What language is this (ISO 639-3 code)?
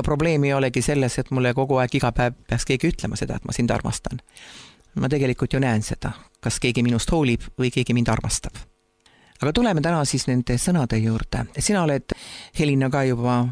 est